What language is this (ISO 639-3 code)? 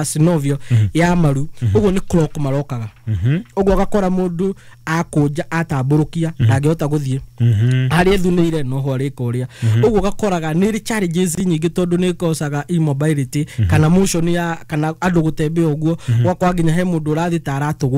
kik